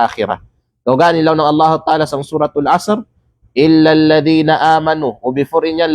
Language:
Kalagan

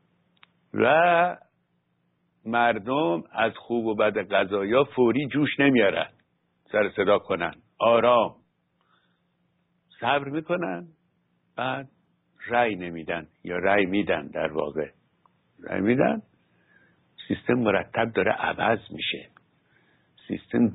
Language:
Persian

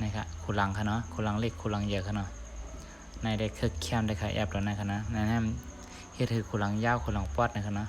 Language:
Shan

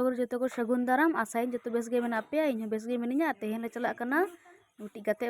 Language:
Santali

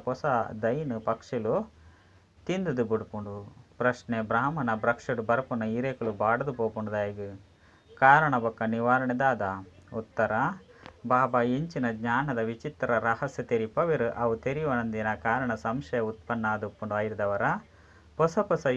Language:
Tulu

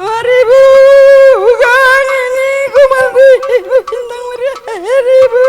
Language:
Batak Karo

